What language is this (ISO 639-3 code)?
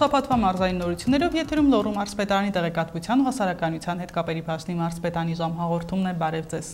hye